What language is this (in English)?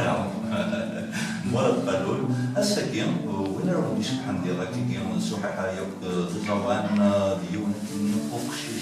Kabyle